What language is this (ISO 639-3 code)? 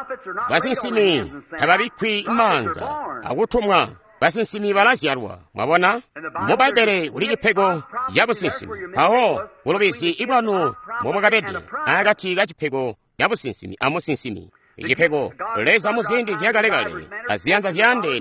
toi